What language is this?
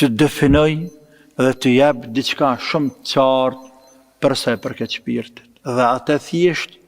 Albanian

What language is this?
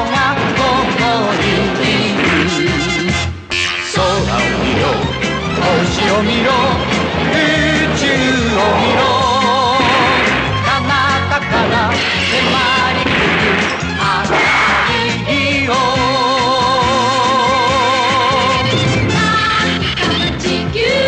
Japanese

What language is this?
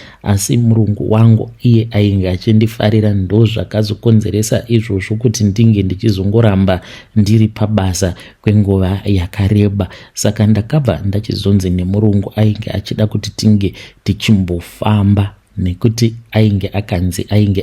Shona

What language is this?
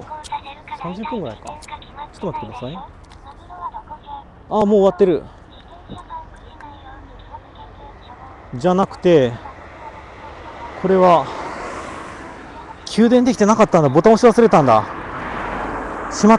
Japanese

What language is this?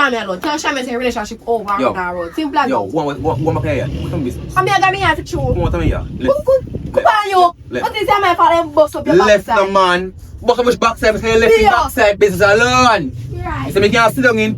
Jamaican Creole English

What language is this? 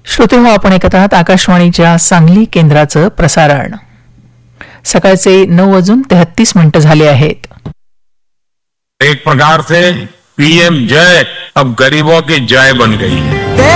Marathi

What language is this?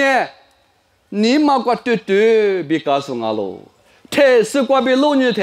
Lisu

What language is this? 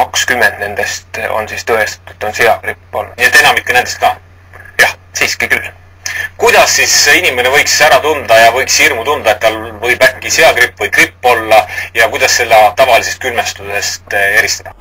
Estonian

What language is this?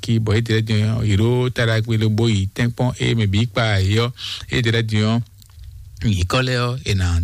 Fon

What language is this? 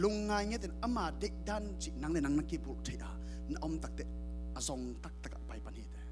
Tedim Chin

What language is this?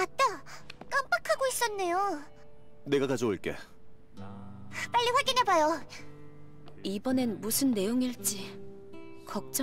Korean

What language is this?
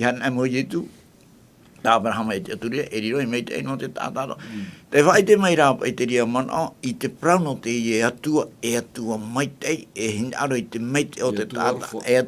Tahitian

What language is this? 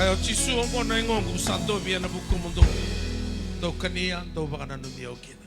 Fijian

